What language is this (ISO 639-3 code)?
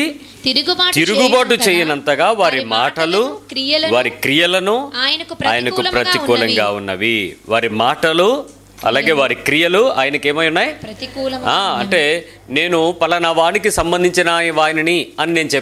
tel